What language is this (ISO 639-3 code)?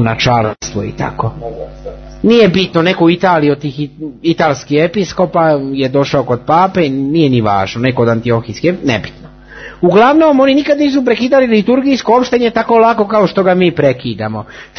srp